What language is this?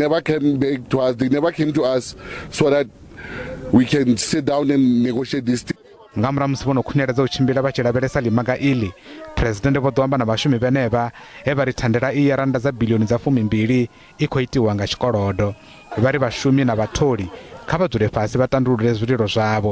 Venda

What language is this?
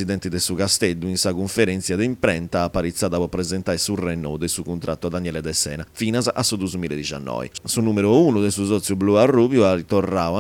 Sardinian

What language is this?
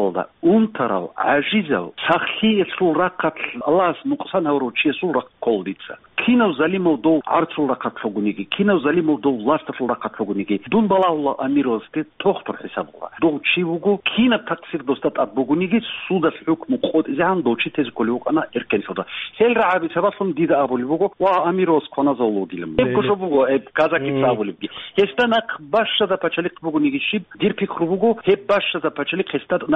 Avaric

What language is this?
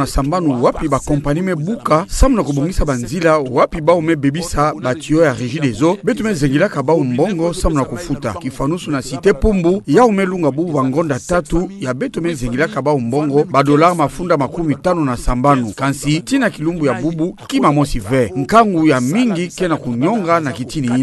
Kituba (Democratic Republic of Congo)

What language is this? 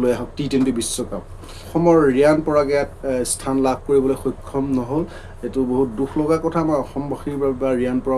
Assamese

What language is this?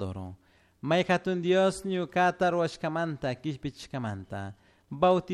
Chimborazo Highland Quichua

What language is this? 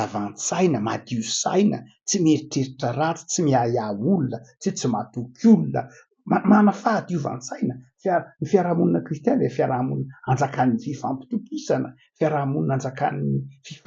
Malagasy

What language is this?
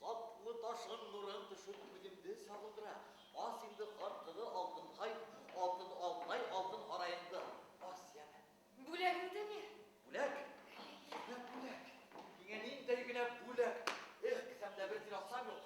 Bashkir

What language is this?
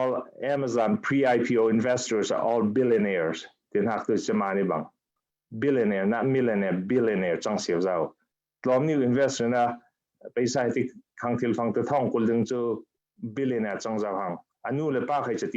Falam Chin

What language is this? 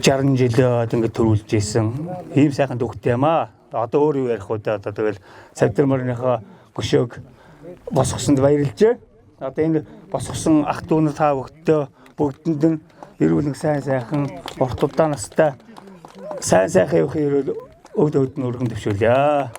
Mongolian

